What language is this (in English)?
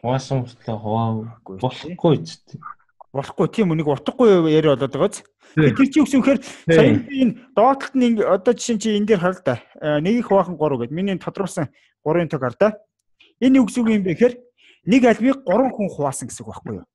Mongolian